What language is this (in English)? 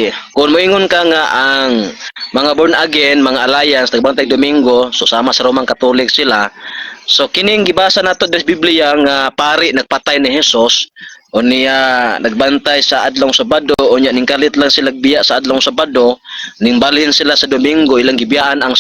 Cebuano